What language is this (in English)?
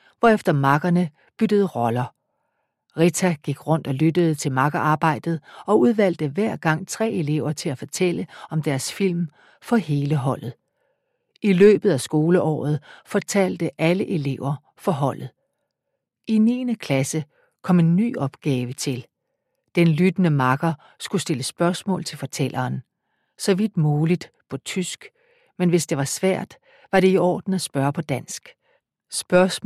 Danish